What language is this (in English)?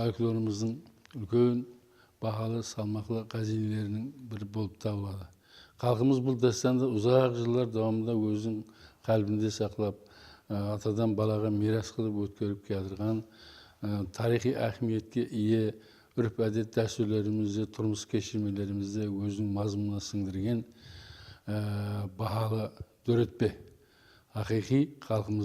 Kara-Kalpak